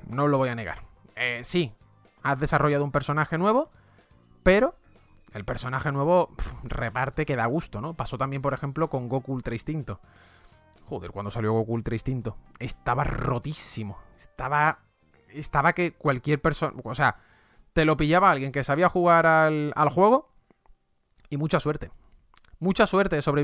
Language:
Spanish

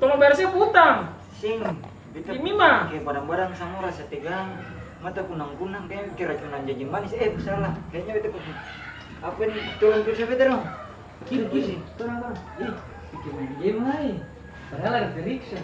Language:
Ambonese Malay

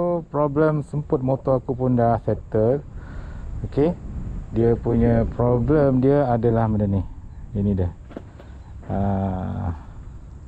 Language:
Malay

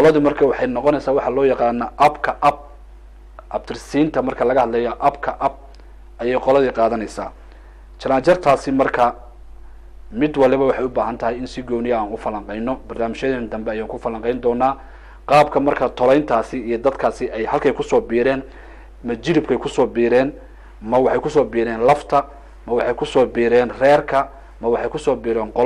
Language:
Somali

